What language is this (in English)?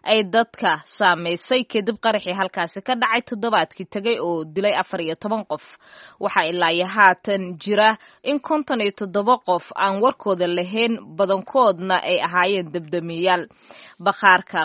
Somali